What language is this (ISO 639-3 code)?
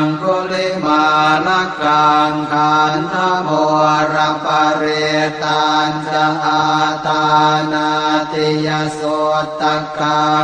pli